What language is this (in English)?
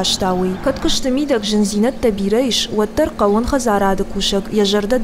Ossetic